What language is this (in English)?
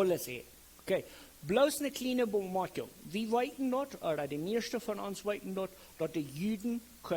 Plautdietsch